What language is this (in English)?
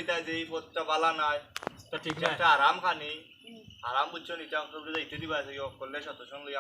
Sylheti